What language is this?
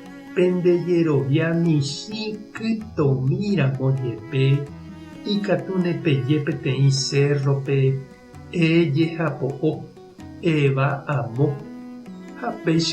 Guarani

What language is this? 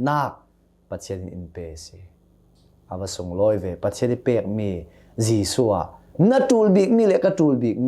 Hakha Chin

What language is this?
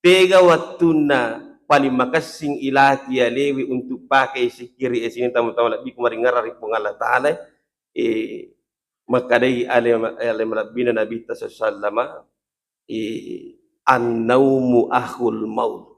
Buginese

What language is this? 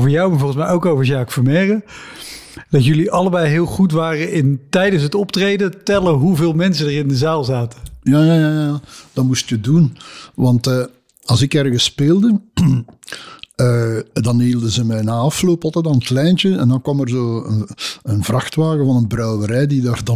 Dutch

